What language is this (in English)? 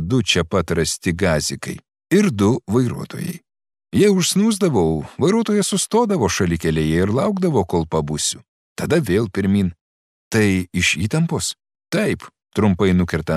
Lithuanian